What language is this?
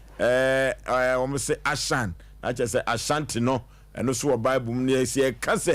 Akan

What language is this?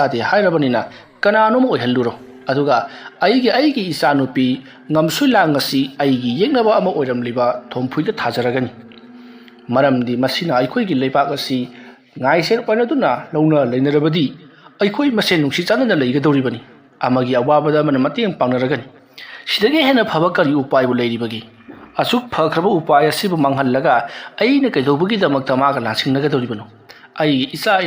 Manipuri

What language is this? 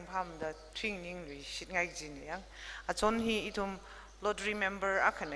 Tangkhul Naga (India)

